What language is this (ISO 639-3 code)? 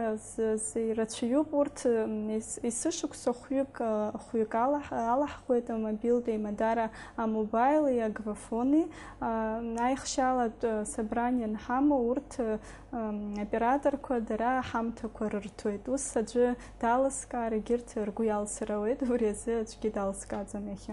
abk